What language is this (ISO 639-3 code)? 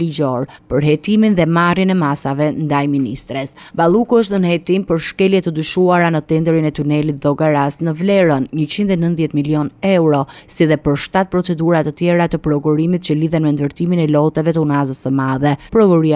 sqi